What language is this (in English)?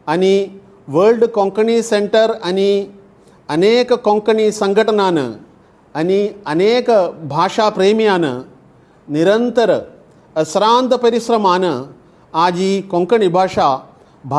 Konkani